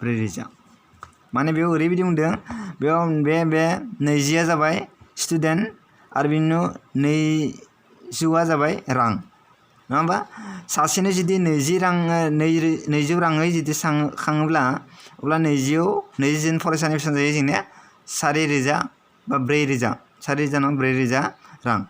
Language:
Bodo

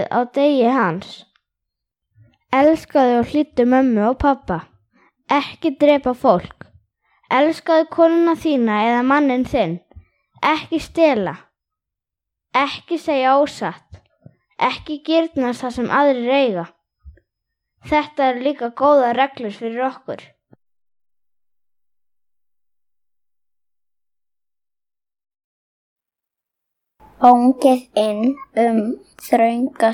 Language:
Icelandic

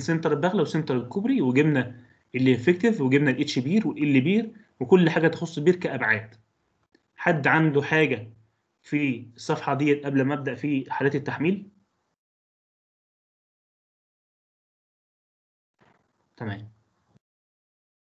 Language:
Egyptian Arabic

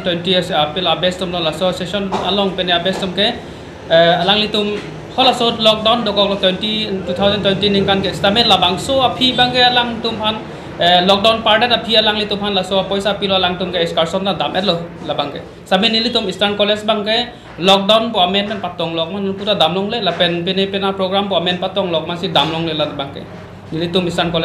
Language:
Karbi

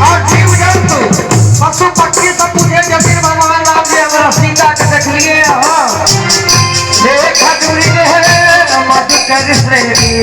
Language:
Maithili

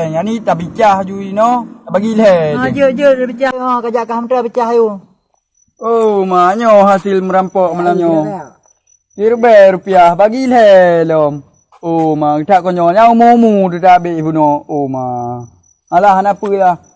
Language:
Achinese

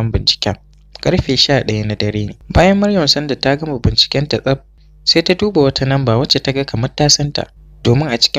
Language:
Hausa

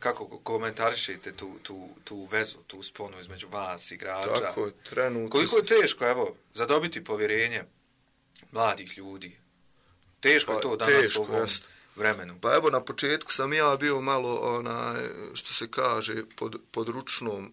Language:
Croatian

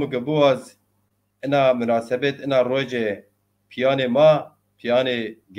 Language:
Zaza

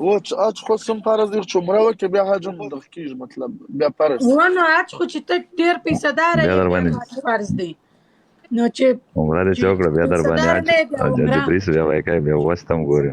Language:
Pashto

